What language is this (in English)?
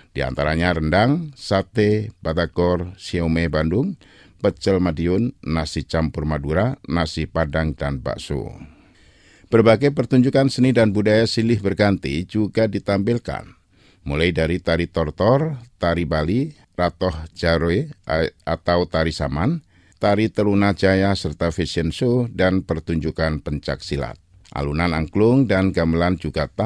Indonesian